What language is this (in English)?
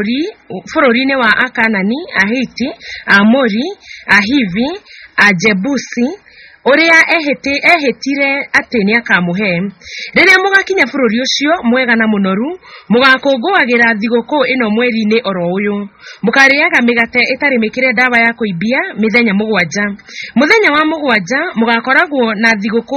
Kikuyu